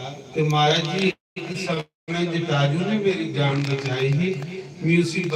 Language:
Dogri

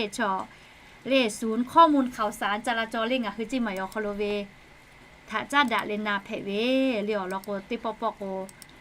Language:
Lahu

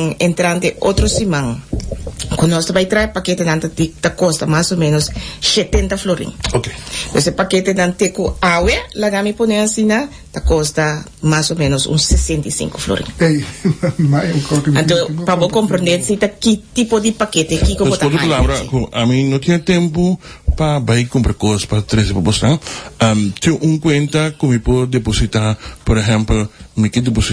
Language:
Papiamento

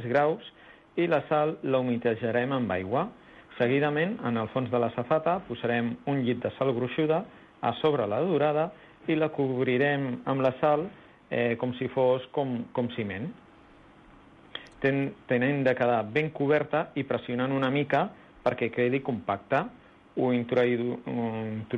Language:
Catalan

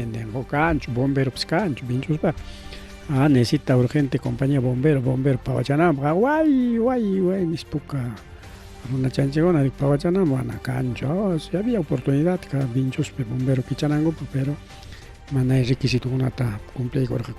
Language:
Ayacucho Quechua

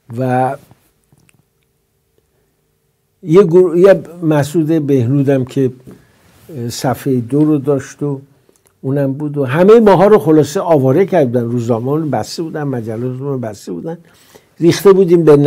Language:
Persian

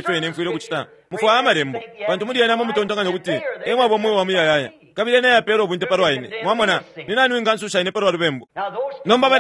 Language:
Bemba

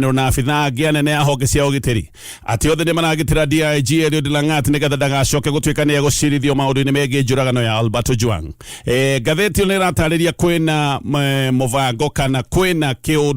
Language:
Kikuyu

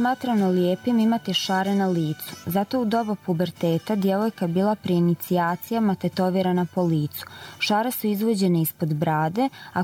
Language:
Croatian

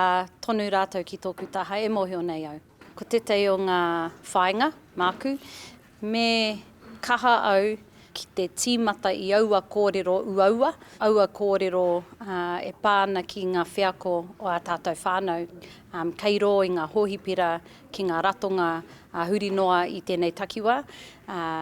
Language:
Māori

